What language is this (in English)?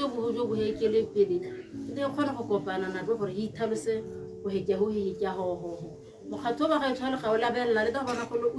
Tswana